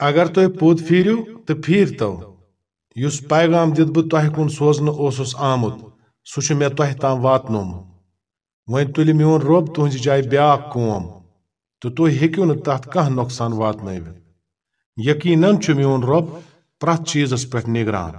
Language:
Kashmiri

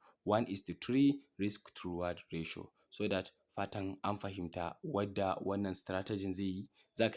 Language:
Hausa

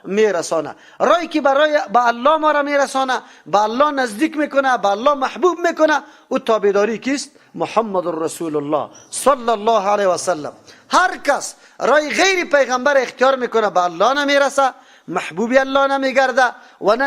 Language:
Persian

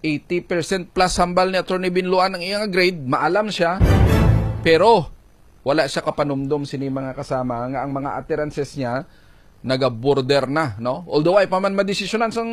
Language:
Hiligaynon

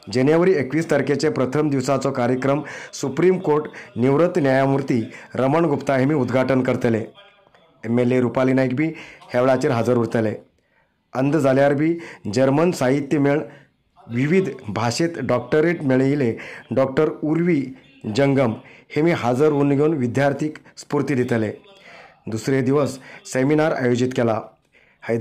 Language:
Konkani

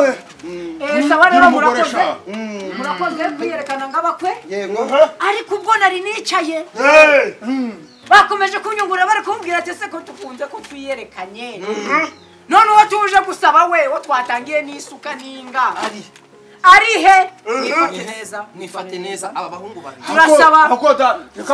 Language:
Kinyarwanda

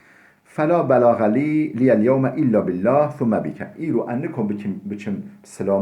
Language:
Kurdish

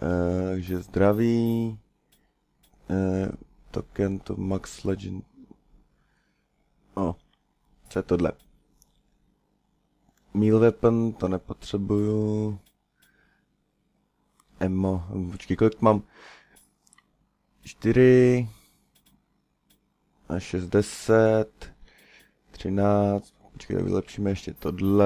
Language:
Czech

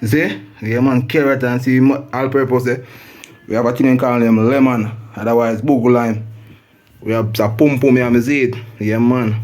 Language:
Jamaican Creole English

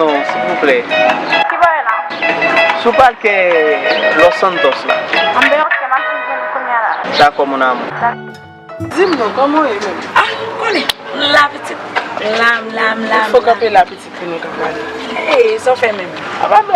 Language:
Haitian Creole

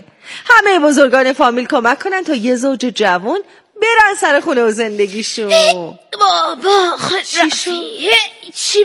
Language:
Persian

